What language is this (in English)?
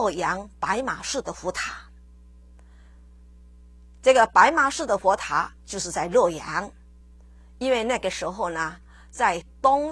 Chinese